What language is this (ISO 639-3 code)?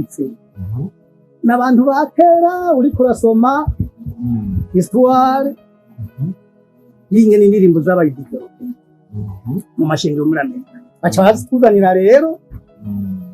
run